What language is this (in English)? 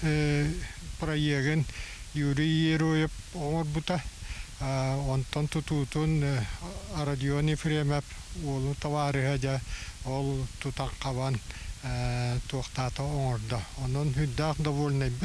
Yakut